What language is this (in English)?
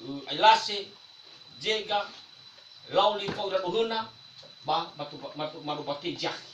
Nias